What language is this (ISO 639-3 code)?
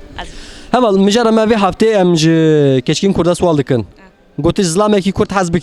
kur